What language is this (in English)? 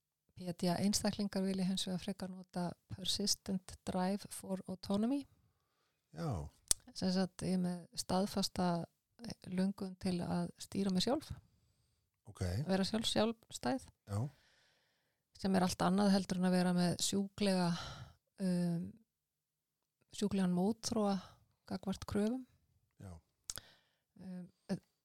Icelandic